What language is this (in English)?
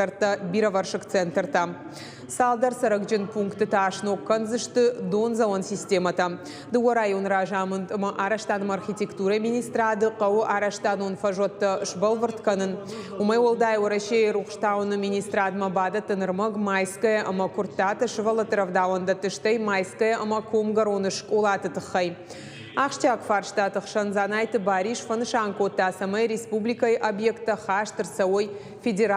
Ossetic